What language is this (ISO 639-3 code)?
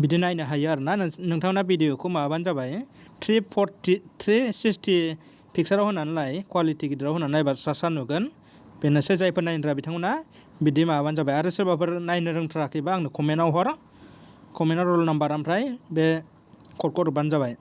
brx